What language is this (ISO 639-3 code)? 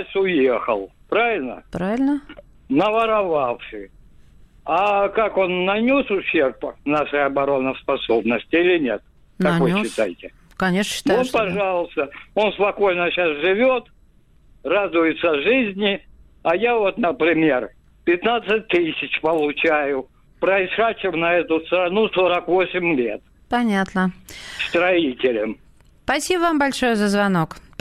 rus